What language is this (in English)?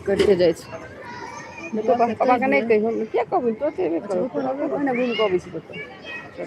Maithili